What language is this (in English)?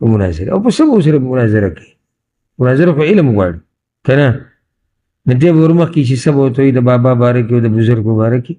Pashto